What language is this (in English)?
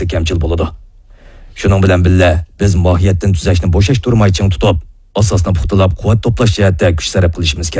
Uyghur